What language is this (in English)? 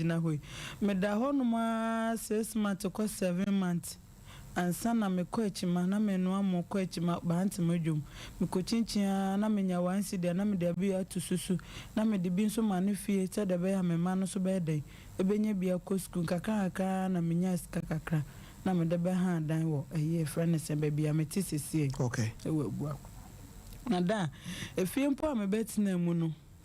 Akan